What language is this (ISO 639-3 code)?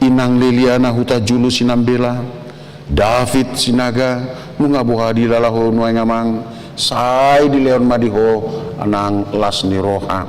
bbc